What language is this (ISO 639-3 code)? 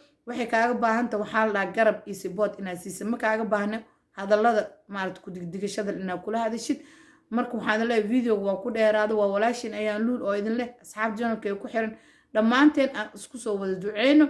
som